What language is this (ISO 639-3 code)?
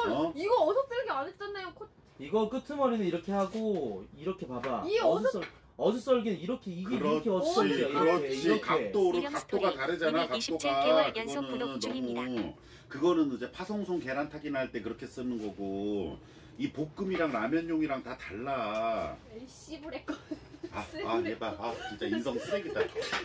kor